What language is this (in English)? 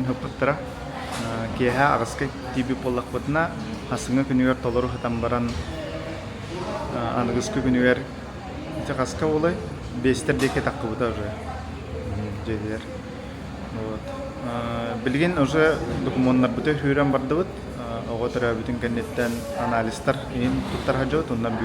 Yakut